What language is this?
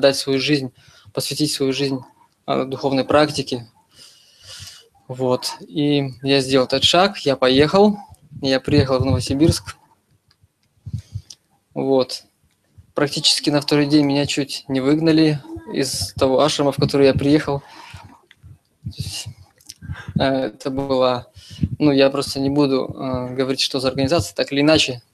Russian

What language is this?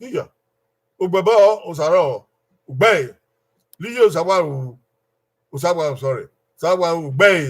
Bini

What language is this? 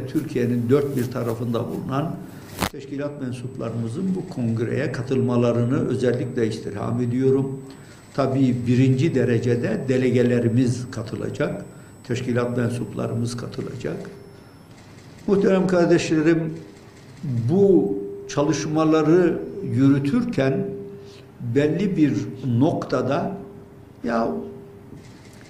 Turkish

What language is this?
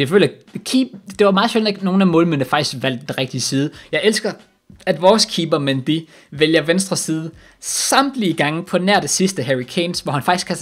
Danish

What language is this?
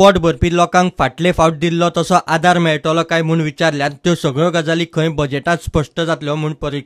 Konkani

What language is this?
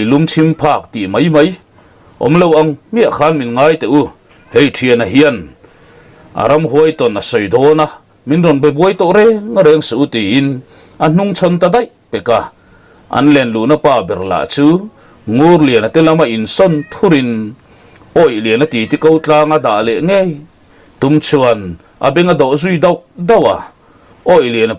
Mizo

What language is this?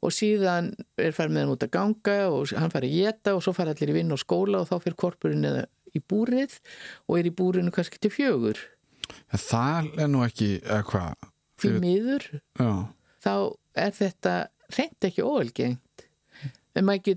Icelandic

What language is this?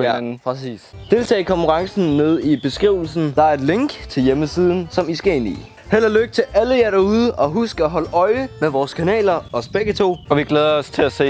Danish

